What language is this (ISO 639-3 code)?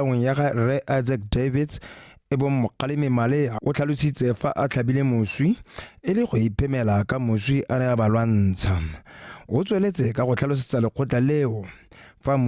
tsn